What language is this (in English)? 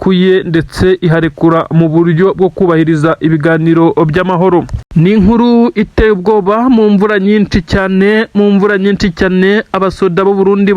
Kinyarwanda